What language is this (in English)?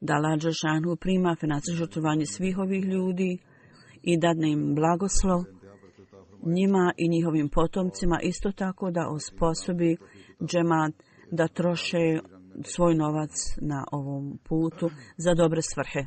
Bosnian